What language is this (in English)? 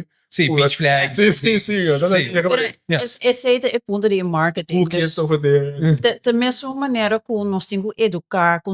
Papiamento